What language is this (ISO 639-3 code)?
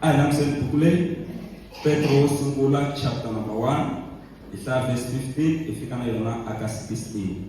tso